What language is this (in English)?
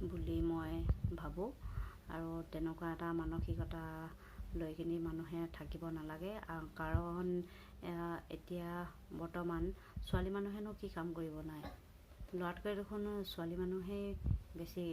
Assamese